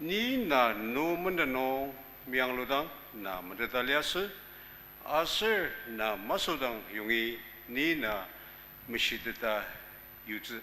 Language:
Ao Naga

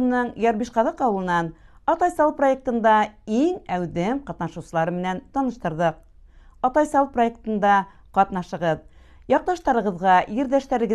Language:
Bashkir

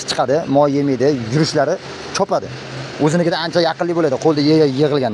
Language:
Uzbek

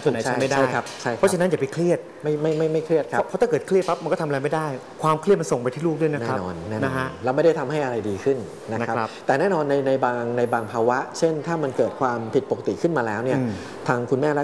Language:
Thai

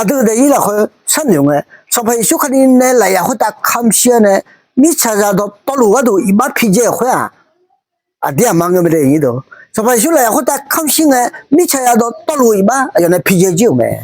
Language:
Akha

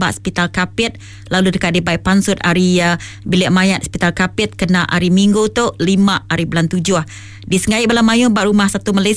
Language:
Iban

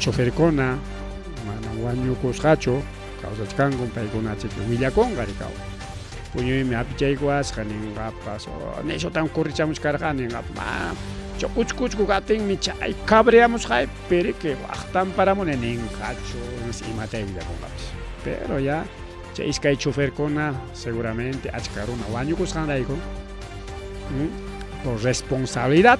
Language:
Ayacucho Quechua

